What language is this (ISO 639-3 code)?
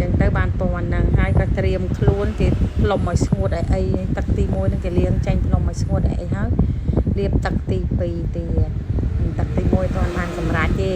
khm